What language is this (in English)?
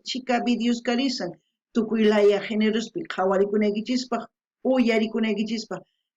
South Bolivian Quechua